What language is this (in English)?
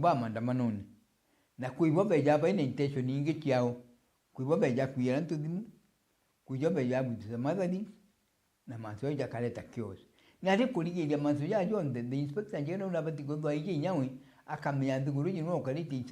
Meru